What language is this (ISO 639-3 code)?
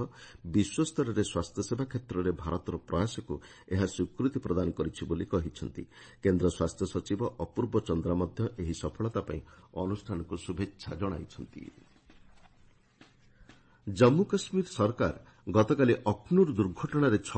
ori